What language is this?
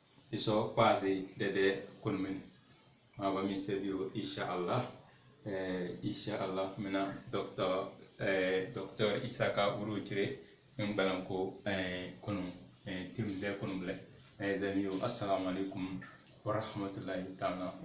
Tem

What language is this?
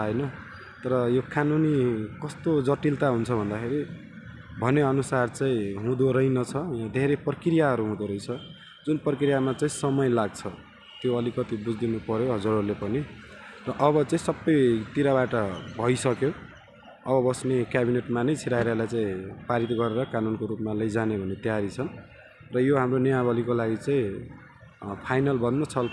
Nepali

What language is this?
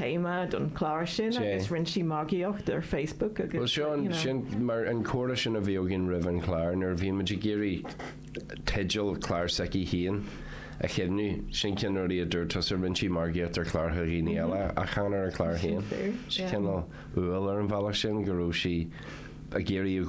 Irish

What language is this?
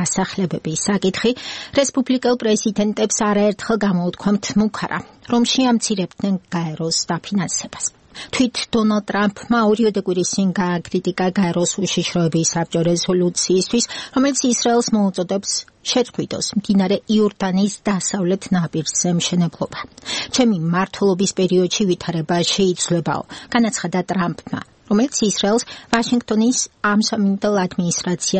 Georgian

